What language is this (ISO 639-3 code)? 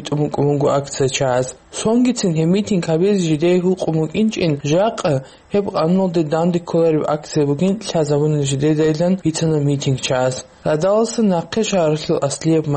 ava